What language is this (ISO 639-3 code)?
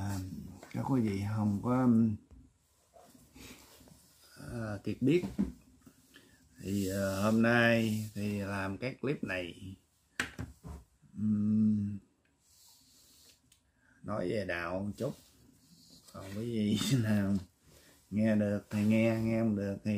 vie